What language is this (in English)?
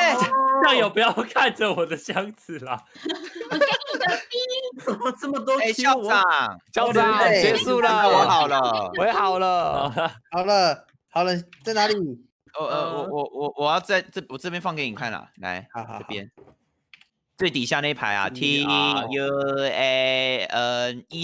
Chinese